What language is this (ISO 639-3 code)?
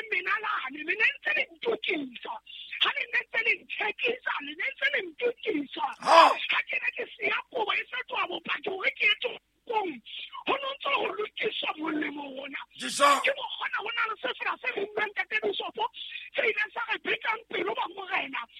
sot